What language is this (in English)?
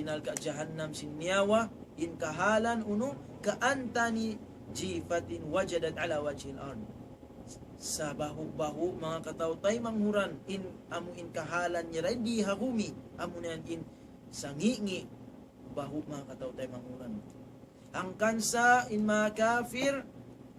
Tausug